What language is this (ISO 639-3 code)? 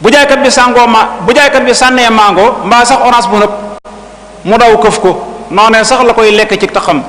wol